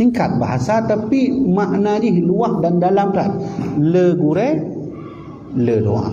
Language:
Achinese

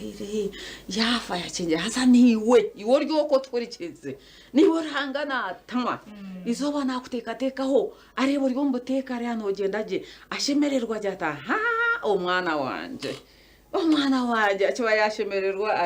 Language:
Nyankole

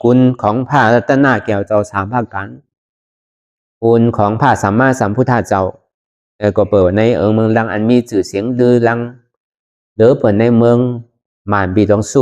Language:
Shan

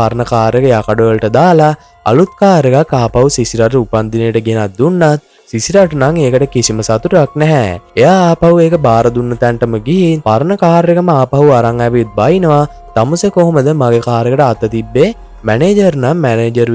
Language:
Sinhala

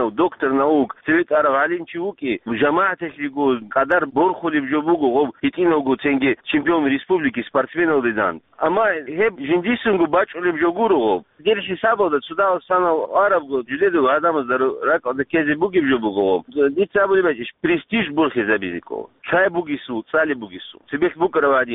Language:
Avaric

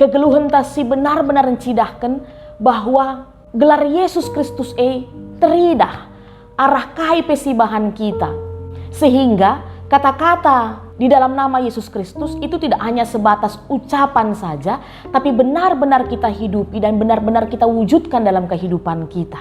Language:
Batak Karo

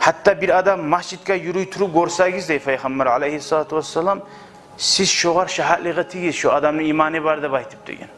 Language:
Kumyk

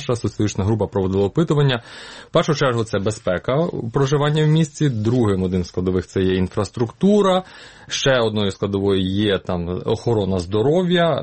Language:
Ukrainian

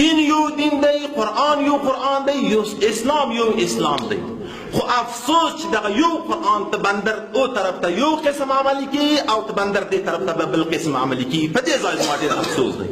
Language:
Pashto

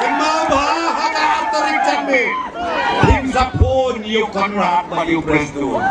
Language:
Khasi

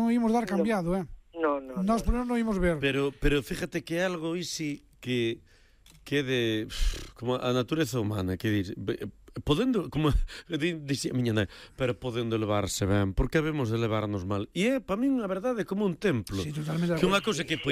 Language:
Galician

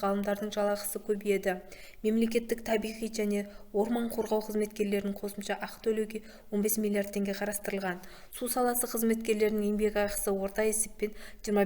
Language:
Kazakh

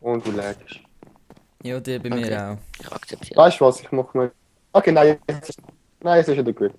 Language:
Swiss German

